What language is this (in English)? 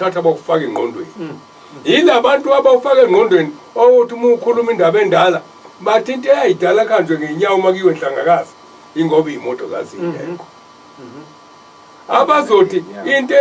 Zulu